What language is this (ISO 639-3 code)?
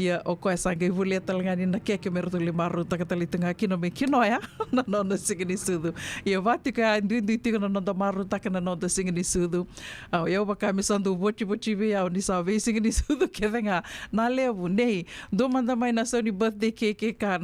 fij